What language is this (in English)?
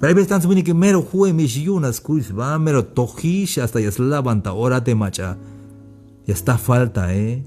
Tzeltal